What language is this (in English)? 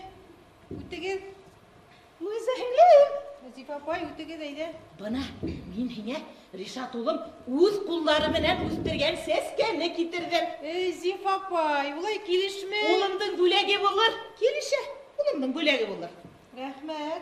Bashkir